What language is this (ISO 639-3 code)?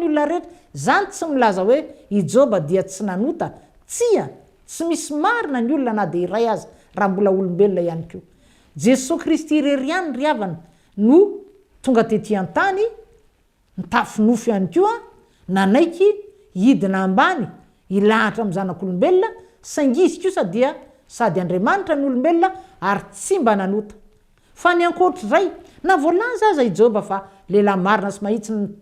mlg